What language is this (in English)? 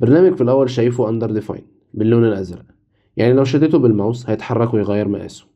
Egyptian Arabic